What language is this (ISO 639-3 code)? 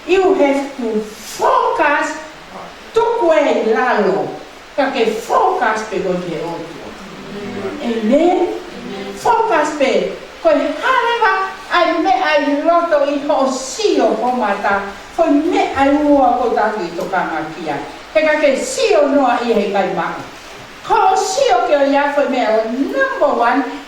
ton